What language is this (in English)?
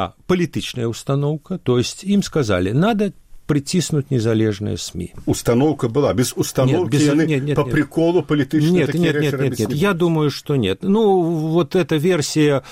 Belarusian